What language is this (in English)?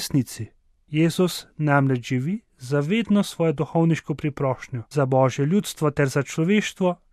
Slovenian